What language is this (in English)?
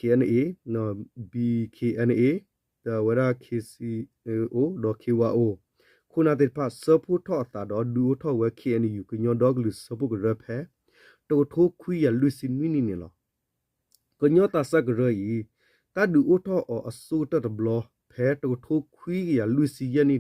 S'gaw Karen